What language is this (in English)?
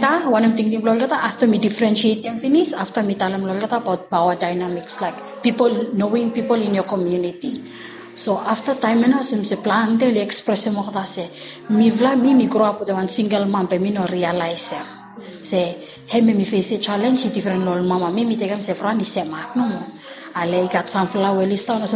Bislama